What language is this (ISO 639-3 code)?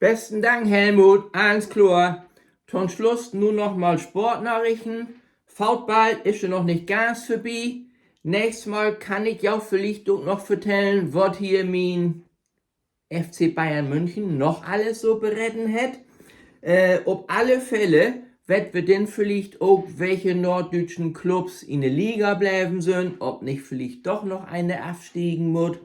nds